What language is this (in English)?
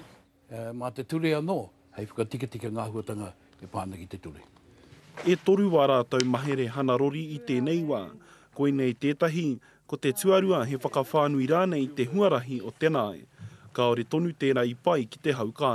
Māori